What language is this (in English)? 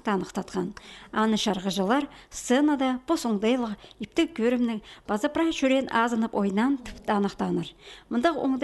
Khakas